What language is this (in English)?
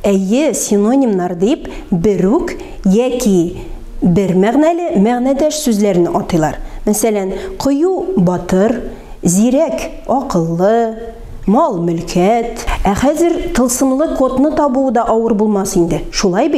Tatar